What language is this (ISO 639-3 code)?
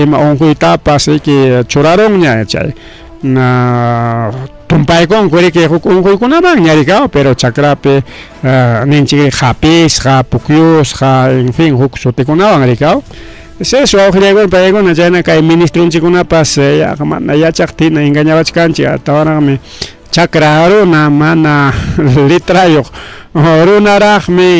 quy